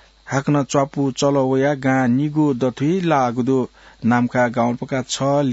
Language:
Newari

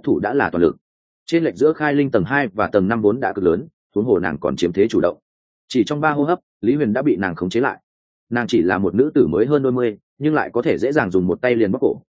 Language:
Vietnamese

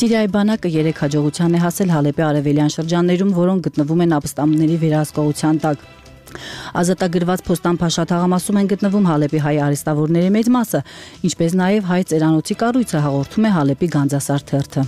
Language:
Armenian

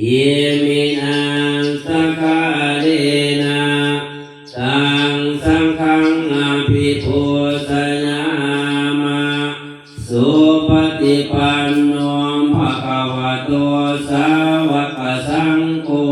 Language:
Pali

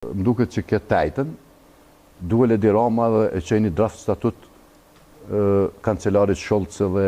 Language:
Albanian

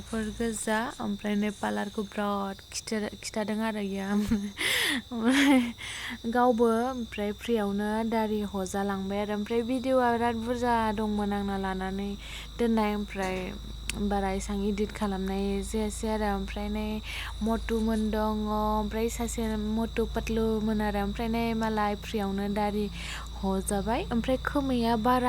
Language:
Bodo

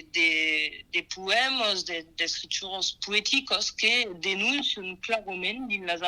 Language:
Occitan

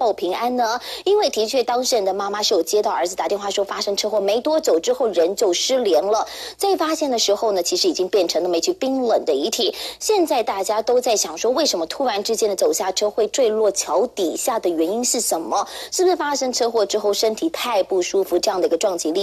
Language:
Chinese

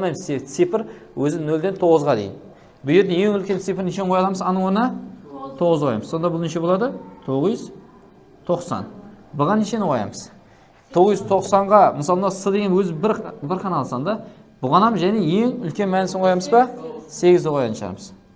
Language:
Kara-Kalpak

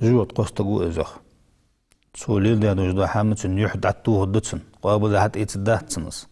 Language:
Ingush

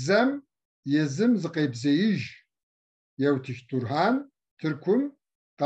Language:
Kabardian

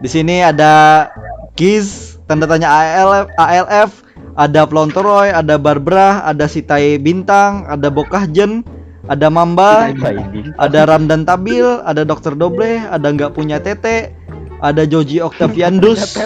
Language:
Banjar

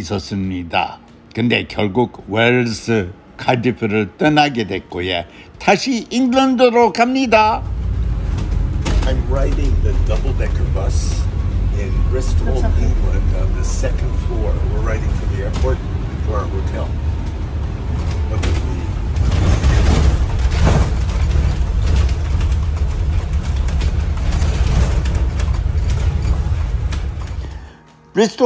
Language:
Korean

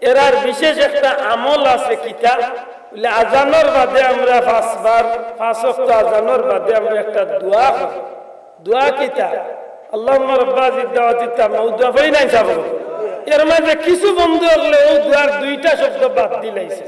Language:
Sylheti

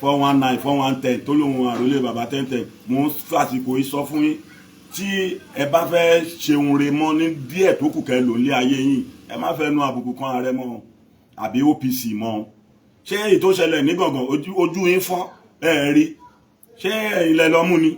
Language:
Yoruba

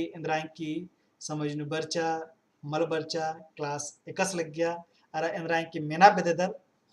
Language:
Kurukh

